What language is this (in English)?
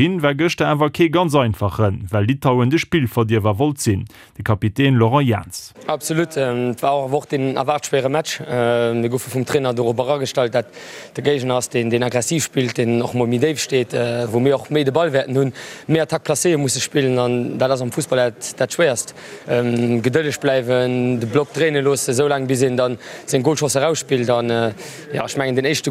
Luxembourgish